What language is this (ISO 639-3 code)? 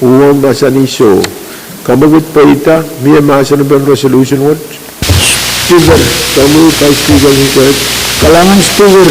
pon